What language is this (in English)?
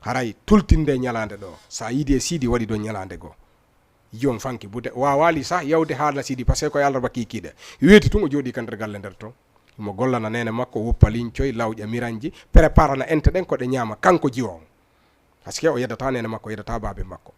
Fula